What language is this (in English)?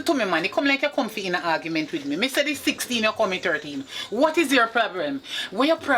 Jamaican Creole English